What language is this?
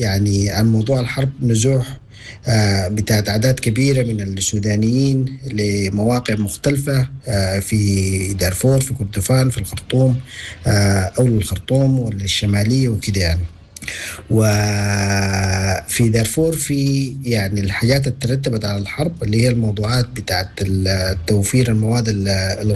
Sudanese Arabic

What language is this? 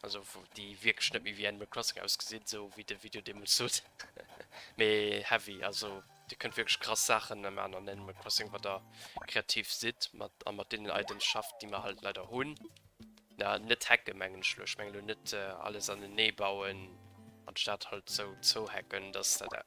Luxembourgish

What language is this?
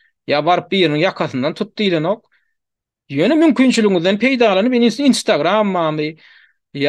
Turkmen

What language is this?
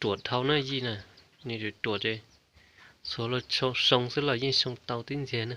Hmong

